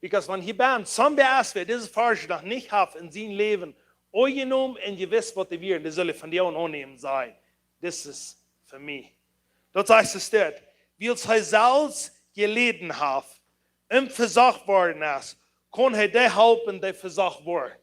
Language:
Plautdietsch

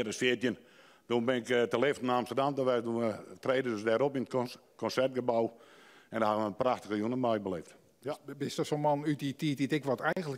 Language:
Western Frisian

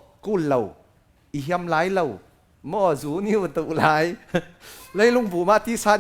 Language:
Falam Chin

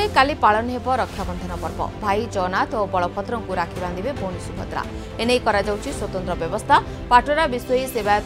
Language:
Odia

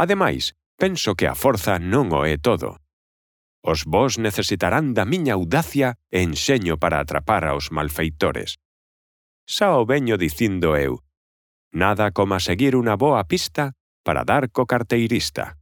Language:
Galician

